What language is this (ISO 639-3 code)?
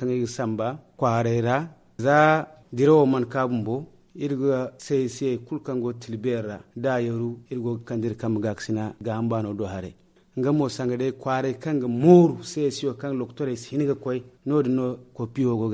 dje